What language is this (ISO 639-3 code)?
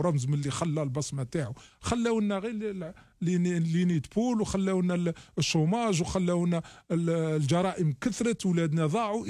arq